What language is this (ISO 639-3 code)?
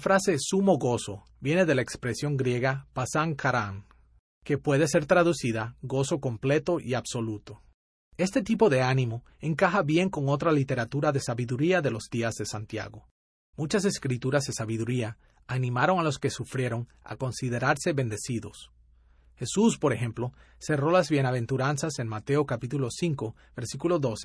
spa